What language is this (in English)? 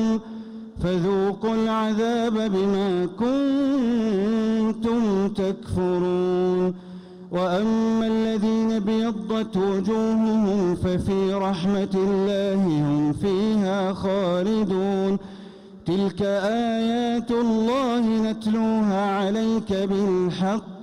Arabic